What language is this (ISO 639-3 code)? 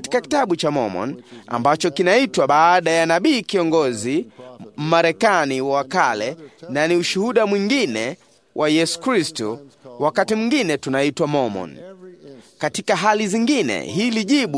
swa